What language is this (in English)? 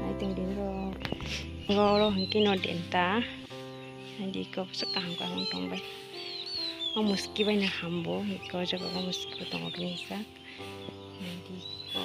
Kok Borok